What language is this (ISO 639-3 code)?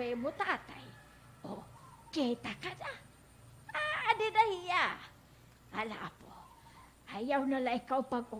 war